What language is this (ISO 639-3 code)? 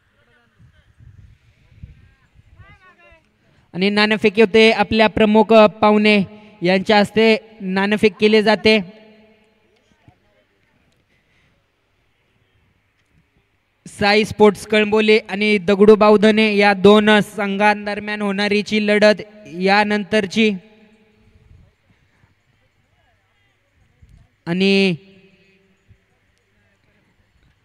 mar